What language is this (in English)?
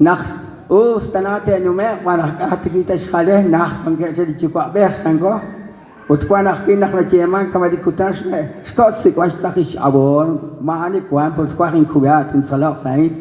Kekchí